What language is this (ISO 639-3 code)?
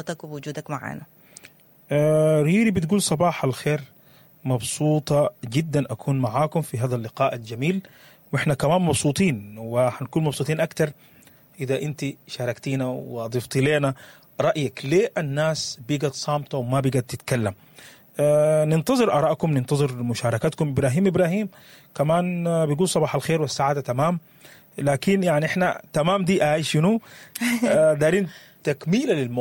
apd